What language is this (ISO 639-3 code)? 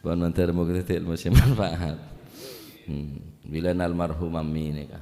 mad